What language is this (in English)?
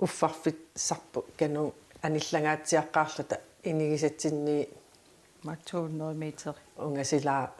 Kalaallisut